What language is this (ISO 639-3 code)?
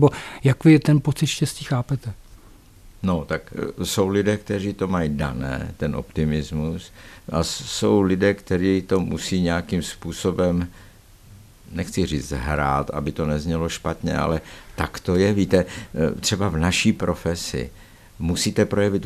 ces